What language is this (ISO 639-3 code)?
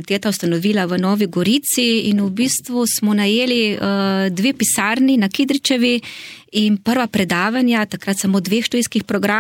slv